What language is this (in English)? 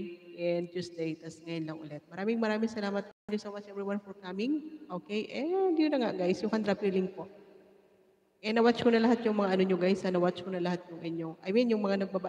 Filipino